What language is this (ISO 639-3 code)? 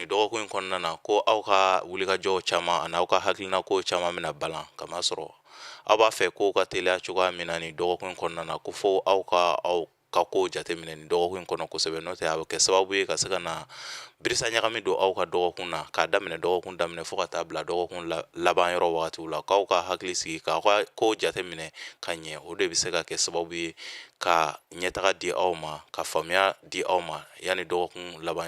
bam